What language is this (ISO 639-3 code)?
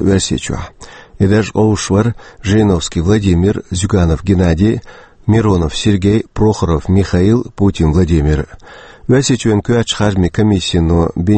che